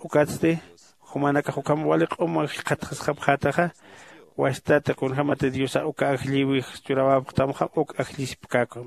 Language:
Aymara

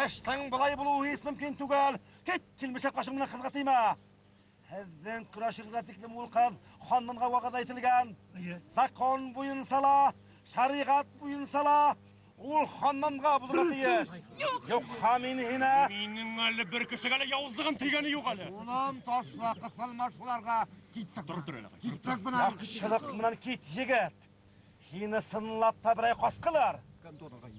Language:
Bashkir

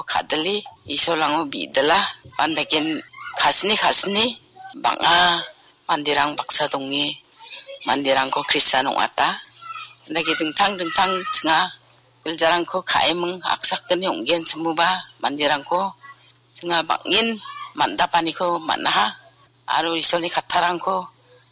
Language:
Garo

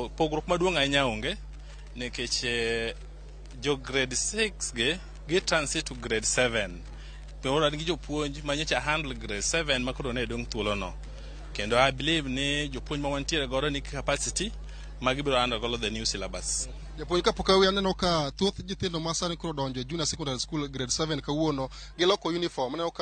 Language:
Luo (Kenya and Tanzania)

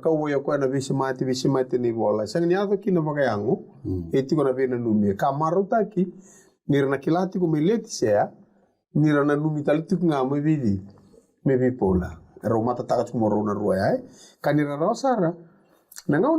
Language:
Fijian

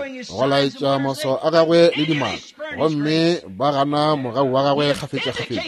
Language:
Northern Sotho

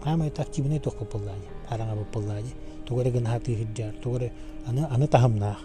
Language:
Yakut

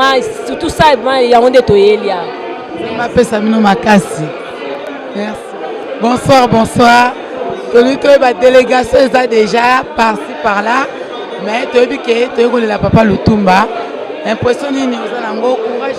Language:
Lingala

